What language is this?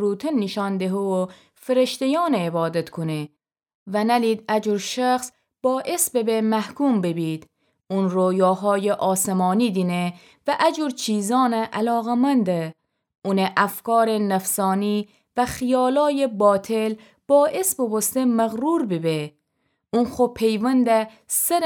Gilaki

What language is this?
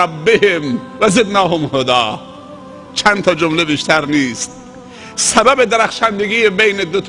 Persian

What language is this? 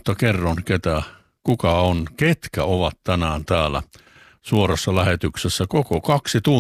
Finnish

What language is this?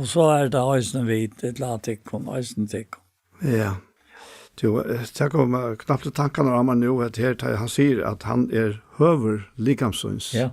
Faroese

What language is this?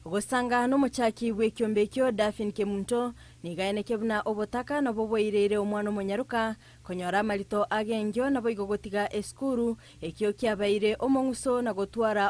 Gusii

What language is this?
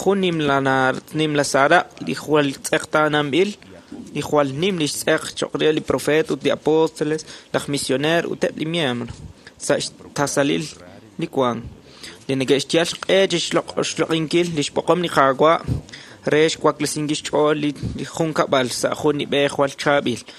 Kekchí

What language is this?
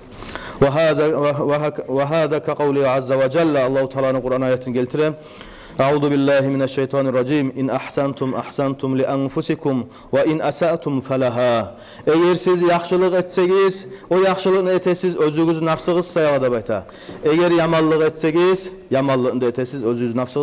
Kumyk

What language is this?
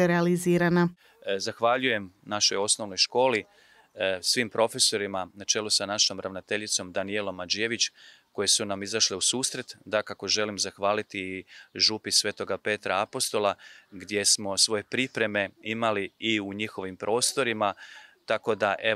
Croatian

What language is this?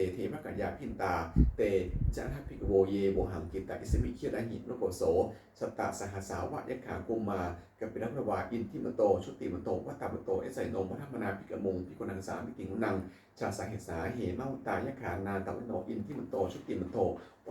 Pali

